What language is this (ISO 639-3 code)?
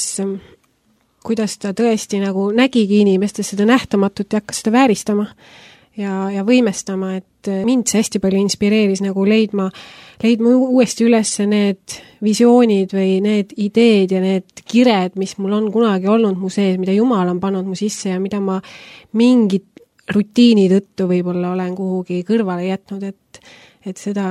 est